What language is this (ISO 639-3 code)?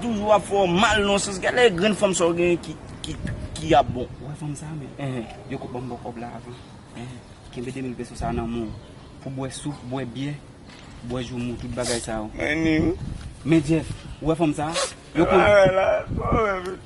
hat